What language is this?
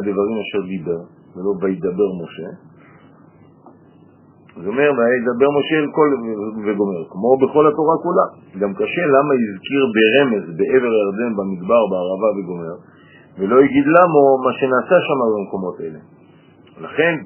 Hebrew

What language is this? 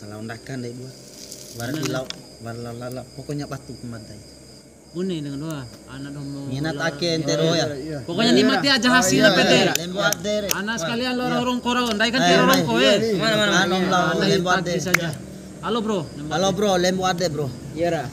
Bima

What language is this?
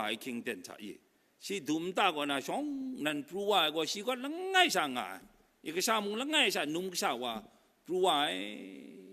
Kachin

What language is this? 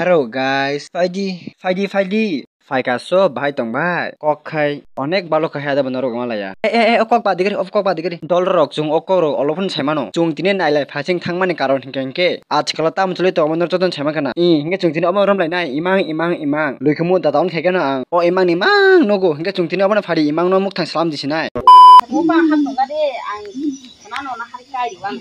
Kok Borok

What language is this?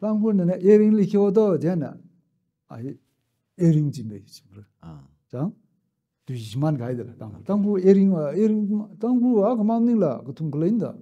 Tangkhul Naga (India)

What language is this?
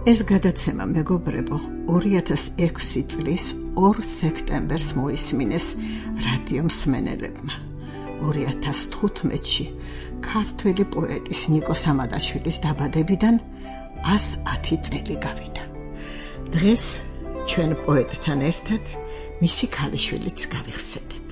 Georgian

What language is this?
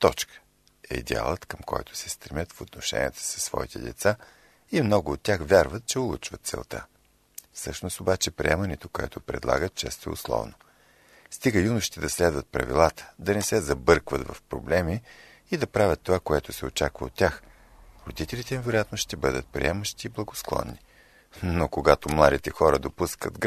Bulgarian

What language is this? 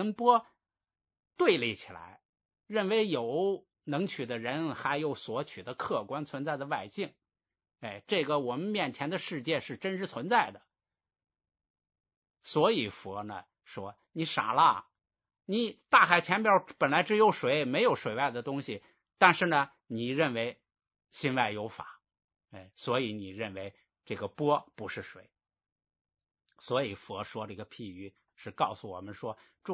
Chinese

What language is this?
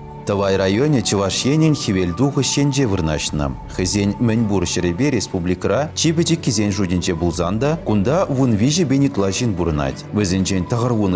Chuvash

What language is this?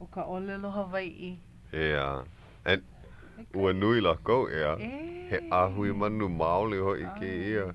Hawaiian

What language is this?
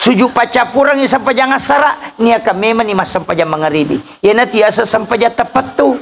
Buginese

